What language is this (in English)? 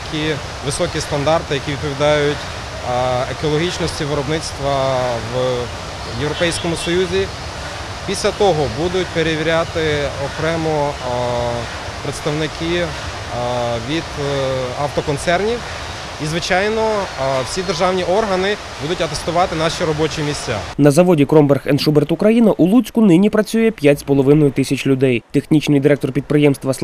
Ukrainian